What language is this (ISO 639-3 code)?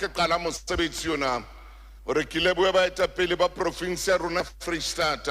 sot